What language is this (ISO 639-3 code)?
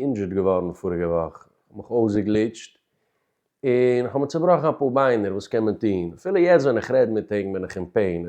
yid